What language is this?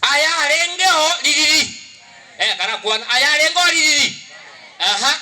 Gusii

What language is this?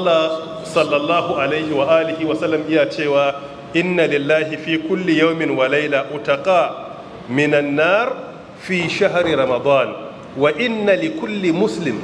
Hausa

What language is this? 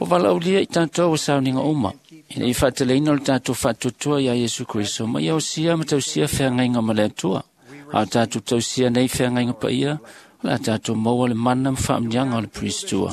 Samoan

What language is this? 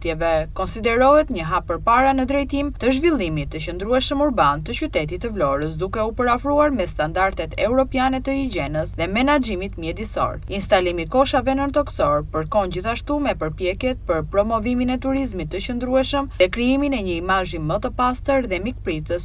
Albanian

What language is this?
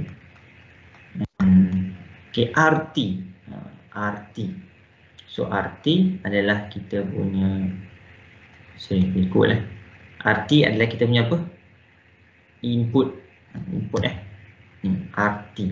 Malay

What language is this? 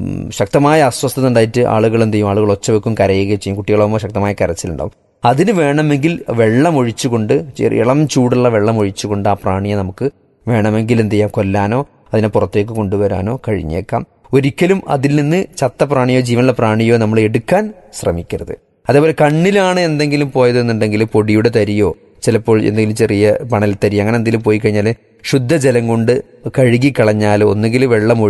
Malayalam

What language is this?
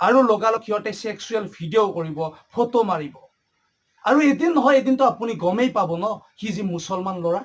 Assamese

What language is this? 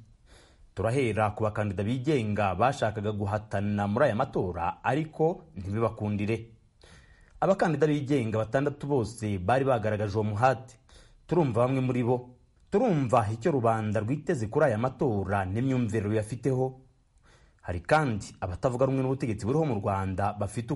Kinyarwanda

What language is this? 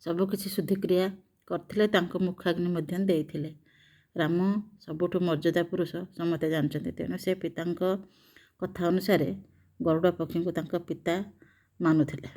Odia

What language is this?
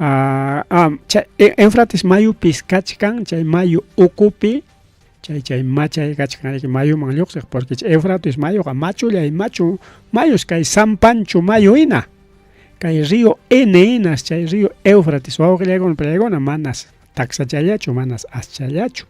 Ayacucho Quechua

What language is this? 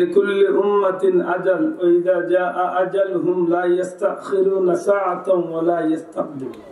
Sylheti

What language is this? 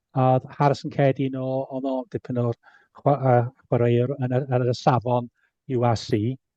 Welsh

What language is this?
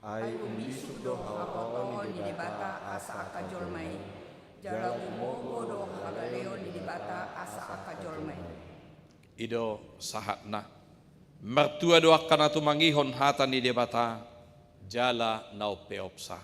Batak Toba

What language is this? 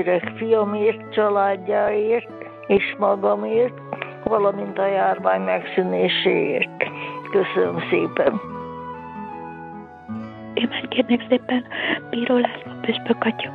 Hungarian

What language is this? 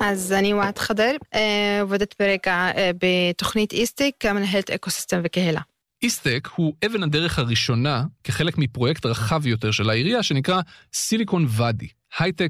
Hebrew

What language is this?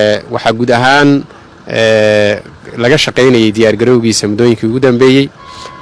Somali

